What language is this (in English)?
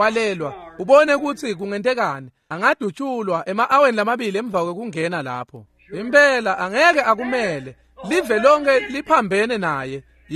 Swati